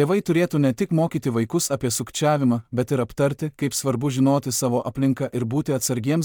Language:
Lithuanian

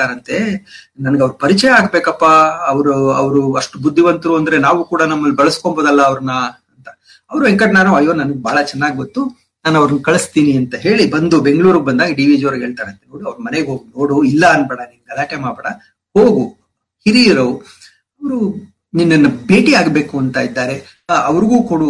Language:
Kannada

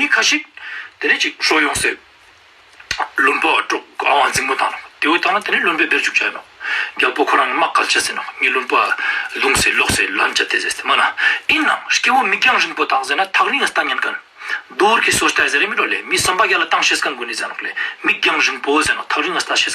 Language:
Ladakhi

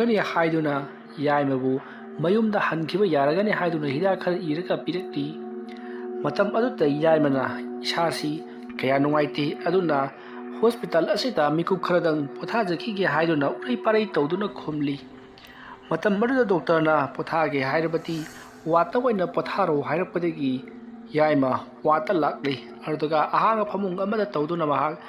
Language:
Manipuri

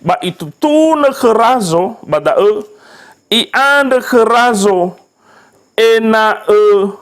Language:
Nias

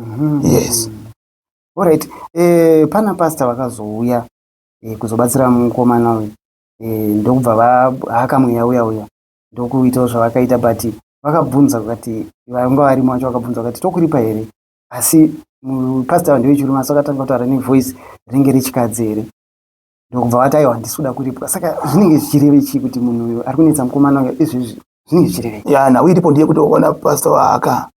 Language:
Shona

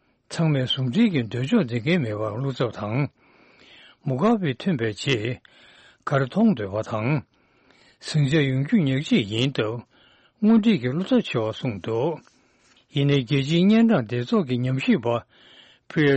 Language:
Tibetan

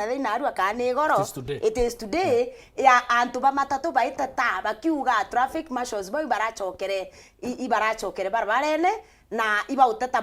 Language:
Meru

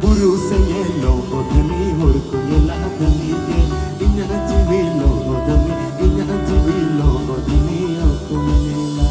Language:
Santali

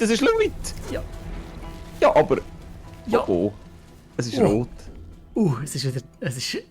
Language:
Swiss German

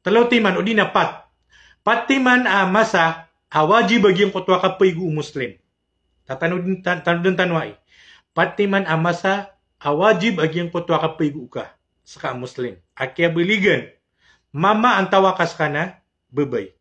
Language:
Maranao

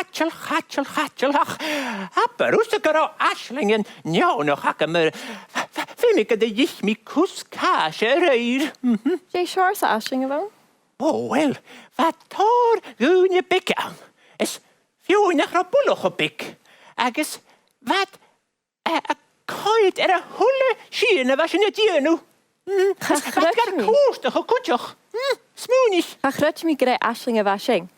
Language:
Scottish Gaelic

